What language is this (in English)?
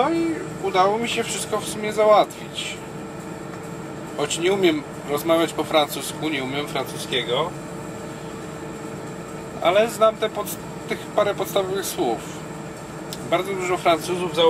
Polish